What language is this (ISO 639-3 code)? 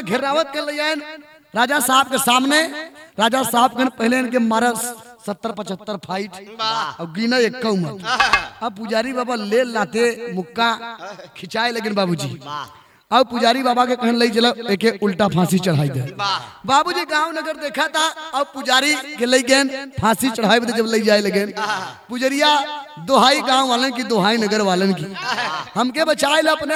bho